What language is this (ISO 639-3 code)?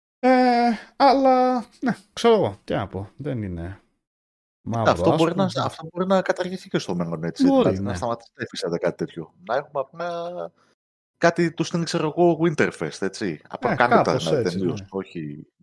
ell